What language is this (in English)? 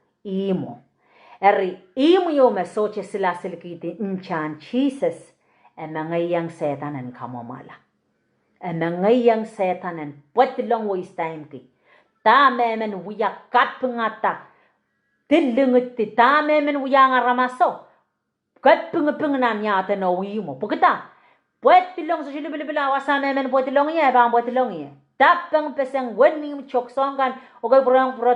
Pohnpeian